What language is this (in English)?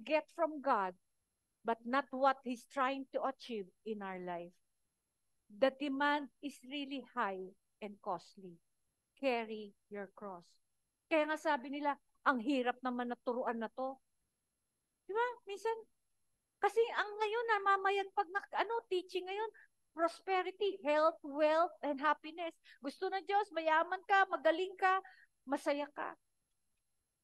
Filipino